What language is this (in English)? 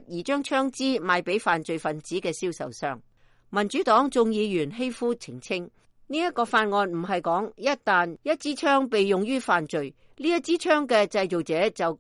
Cantonese